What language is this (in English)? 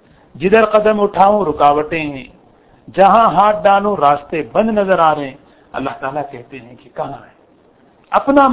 Urdu